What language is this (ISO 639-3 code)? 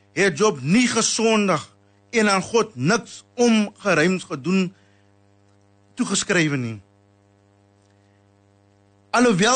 afr